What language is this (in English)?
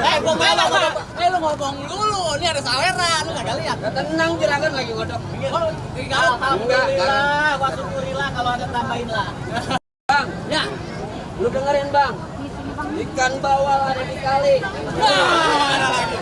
Betawi